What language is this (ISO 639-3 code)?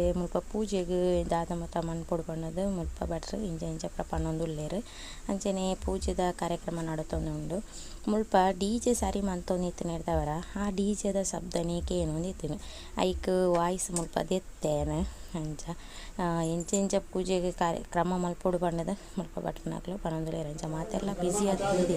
tcy